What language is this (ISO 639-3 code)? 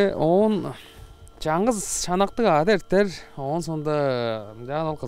tyv